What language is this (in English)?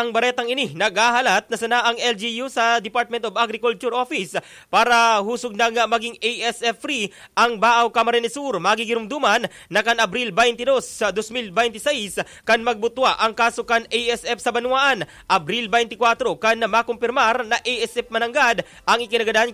Bikol